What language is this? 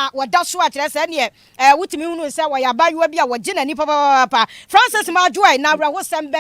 Akan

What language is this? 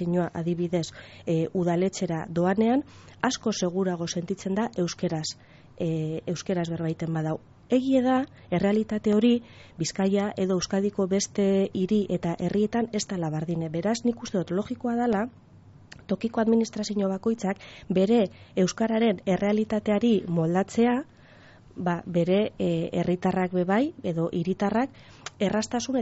Basque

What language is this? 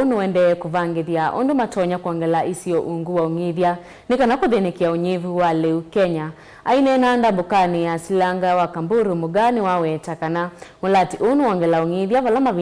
Kamba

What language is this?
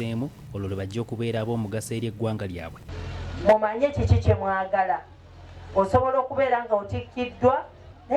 Ganda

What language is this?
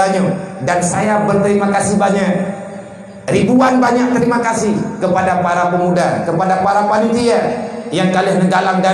Achinese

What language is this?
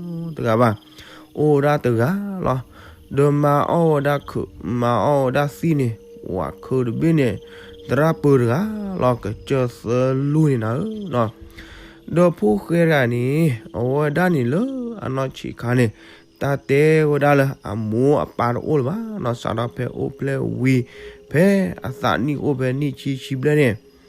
S'gaw Karen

